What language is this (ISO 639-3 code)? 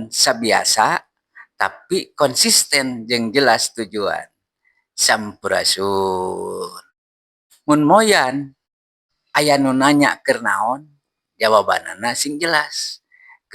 sun